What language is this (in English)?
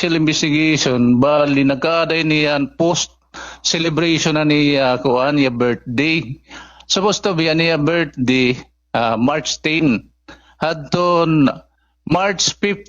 Waray